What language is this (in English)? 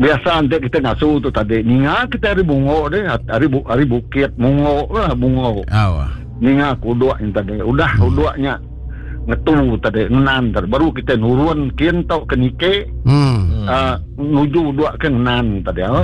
Iban